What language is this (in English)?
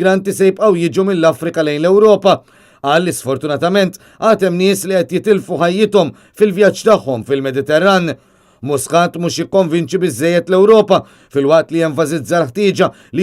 Maltese